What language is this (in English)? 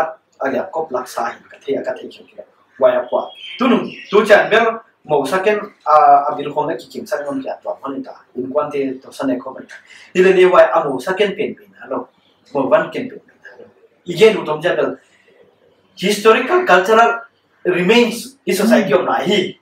Paite Chin